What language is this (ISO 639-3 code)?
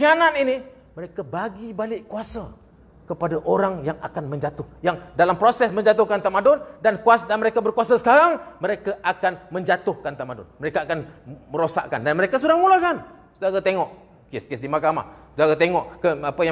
msa